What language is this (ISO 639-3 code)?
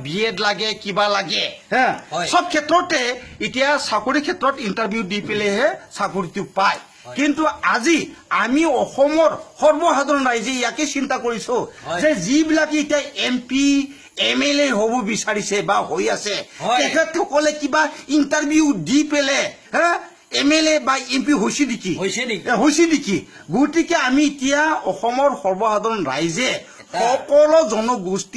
asm